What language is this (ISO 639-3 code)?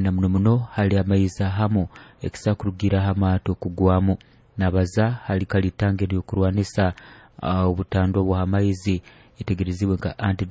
nyo